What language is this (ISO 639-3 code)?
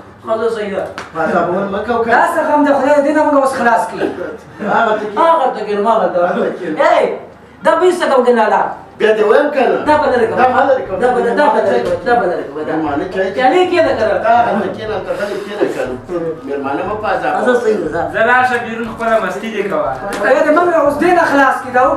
pus